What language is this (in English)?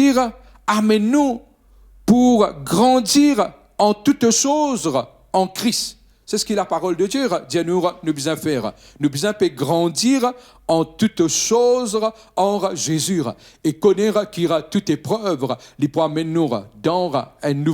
Morisyen